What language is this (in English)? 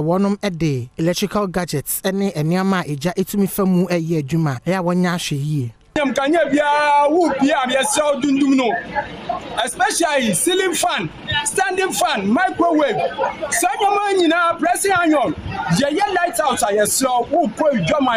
Akan